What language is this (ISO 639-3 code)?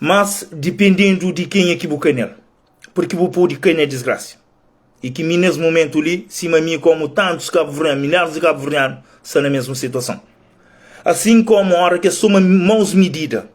kea